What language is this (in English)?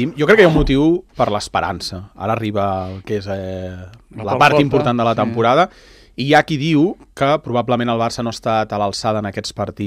Catalan